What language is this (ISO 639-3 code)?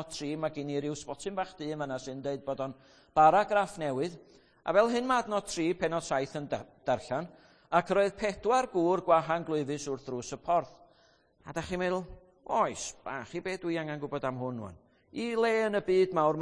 cym